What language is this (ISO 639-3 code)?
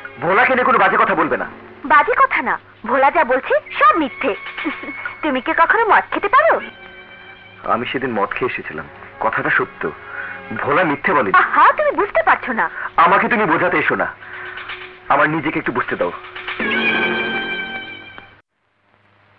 ben